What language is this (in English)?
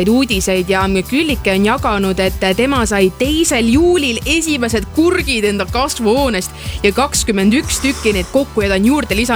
Estonian